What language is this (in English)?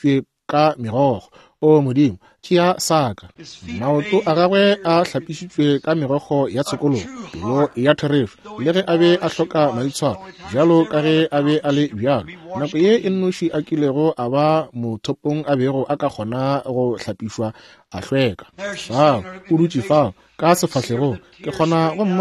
Northern Sotho